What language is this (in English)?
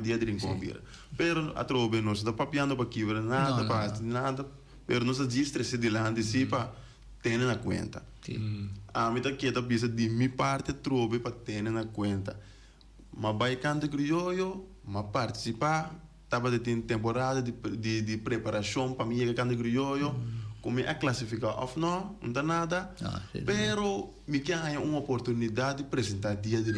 Papiamento